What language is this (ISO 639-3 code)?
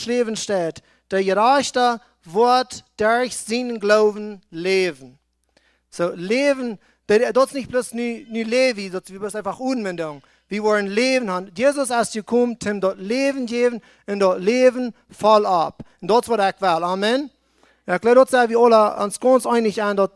pdt